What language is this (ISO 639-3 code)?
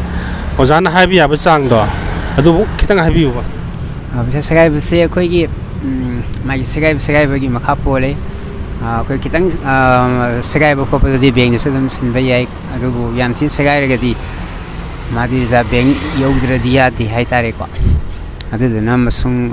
mni